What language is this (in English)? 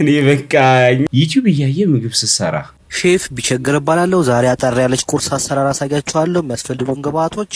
Amharic